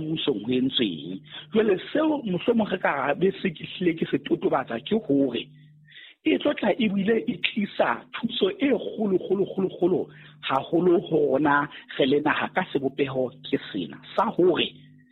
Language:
Southern Sotho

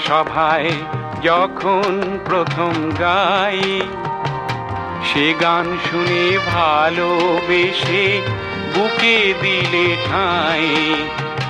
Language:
Bangla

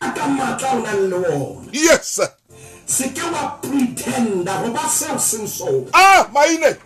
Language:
Southern Sotho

